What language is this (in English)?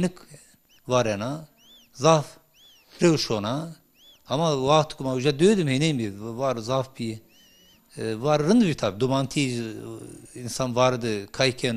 Zaza